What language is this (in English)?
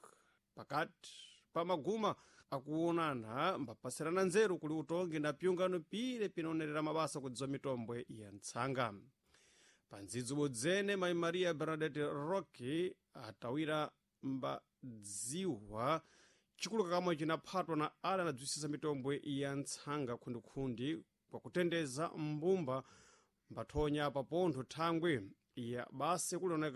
Sena